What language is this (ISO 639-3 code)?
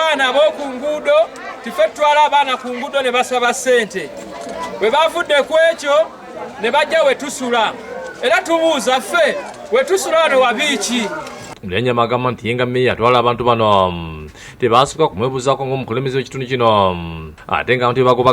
lug